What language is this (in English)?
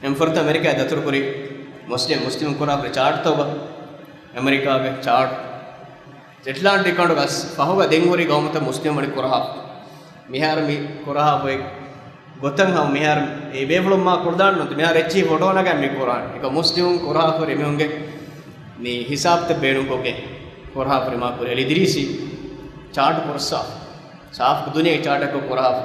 Divehi